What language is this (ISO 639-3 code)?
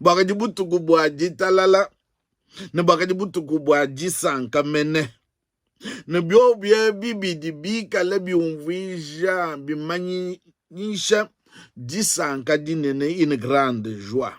lua